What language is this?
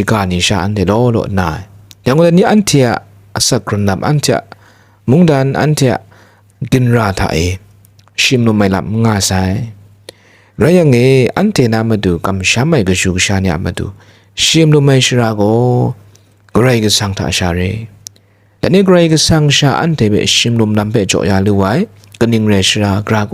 Kachin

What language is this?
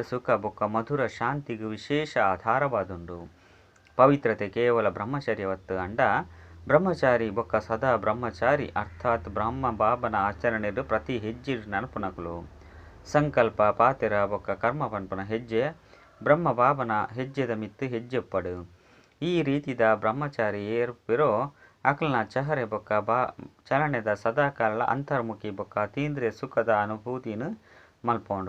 Tulu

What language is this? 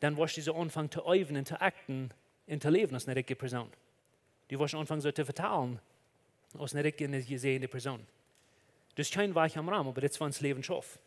Plautdietsch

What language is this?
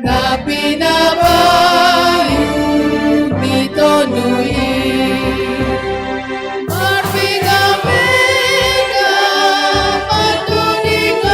Batak Simalungun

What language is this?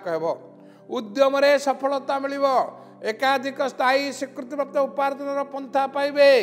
Odia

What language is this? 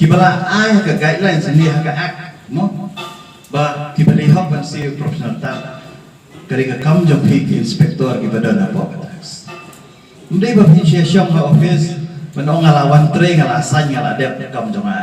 Khasi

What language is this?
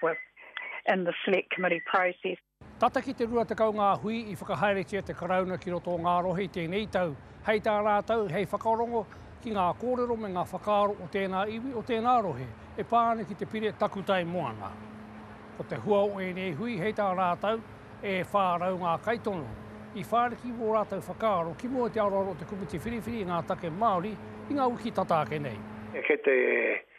Māori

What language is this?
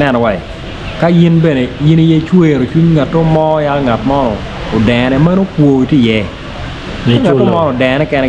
Acoli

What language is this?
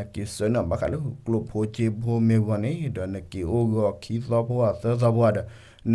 S'gaw Karen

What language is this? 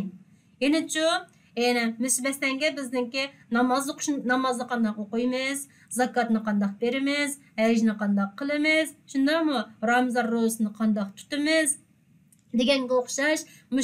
Uyghur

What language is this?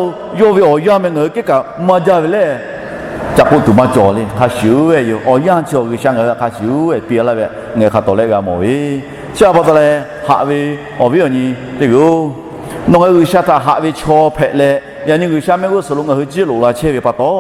Lahu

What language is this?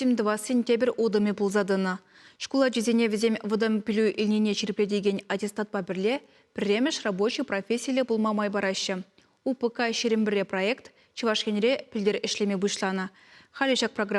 Chuvash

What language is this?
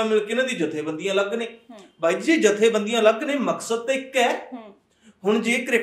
Punjabi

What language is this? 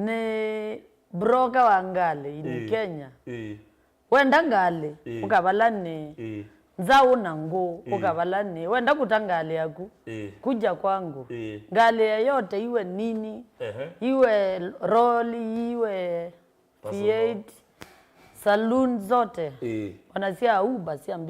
Kamba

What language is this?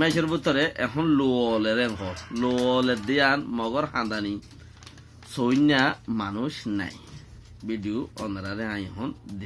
Rohingya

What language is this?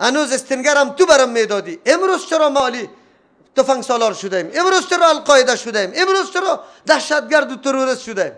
Persian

